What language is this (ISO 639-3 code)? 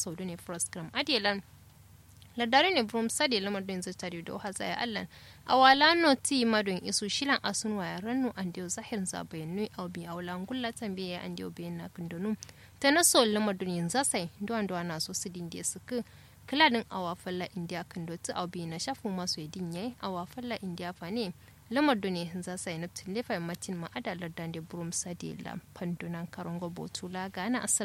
kau